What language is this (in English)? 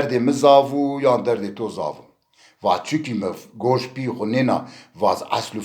Zaza